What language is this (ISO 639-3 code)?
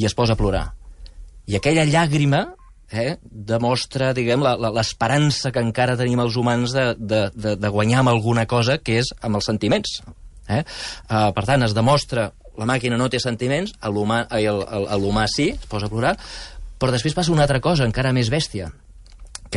cat